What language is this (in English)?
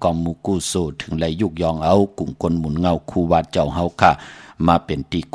Shan